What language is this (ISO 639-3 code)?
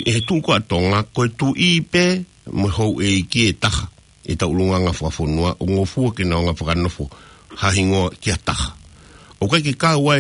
ton